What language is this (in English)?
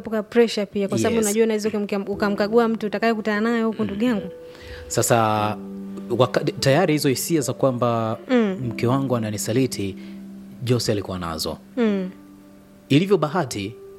Swahili